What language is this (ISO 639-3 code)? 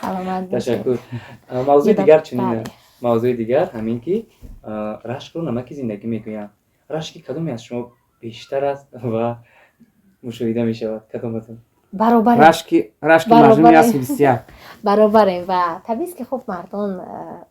tgk